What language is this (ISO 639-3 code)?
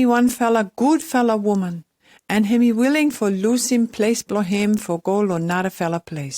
pis